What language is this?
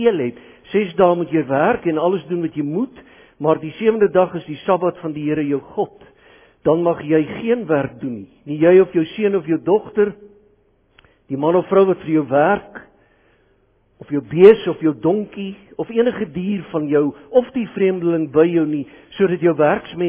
Afrikaans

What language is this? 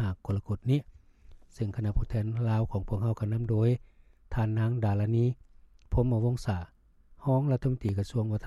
Lao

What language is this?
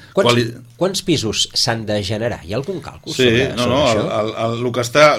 Catalan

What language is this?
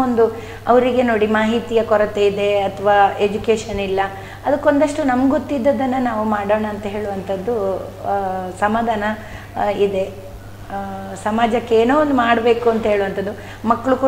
Kannada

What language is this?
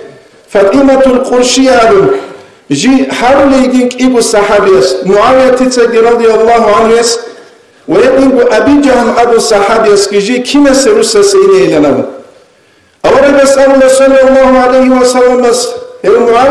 Avaric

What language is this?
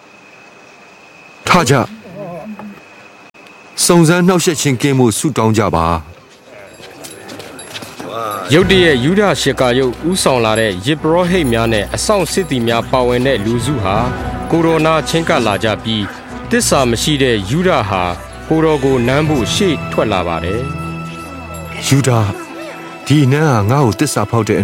Burmese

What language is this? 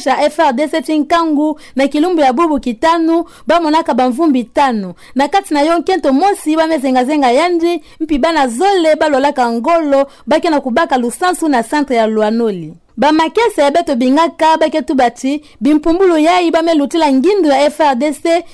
Kituba (Democratic Republic of Congo)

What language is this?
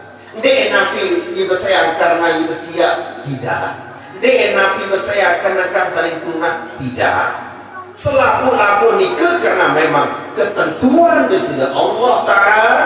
Sasak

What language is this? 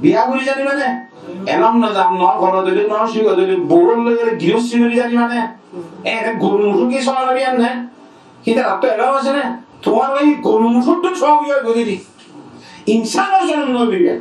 Rohingya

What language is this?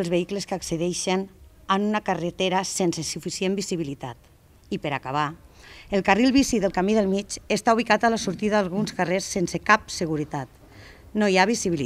Catalan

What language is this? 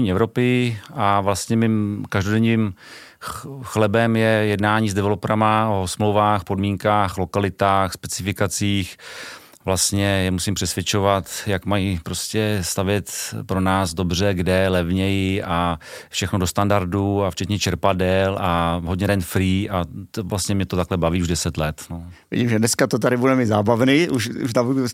Czech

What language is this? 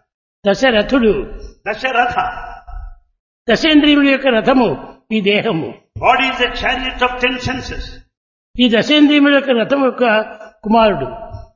Telugu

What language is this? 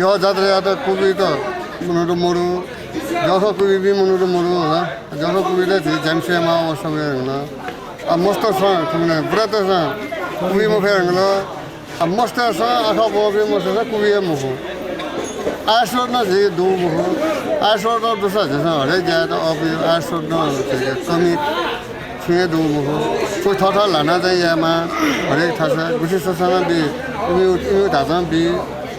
Newari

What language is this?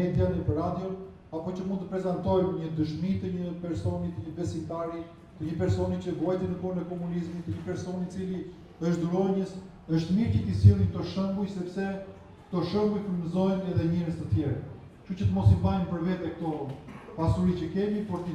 Albanian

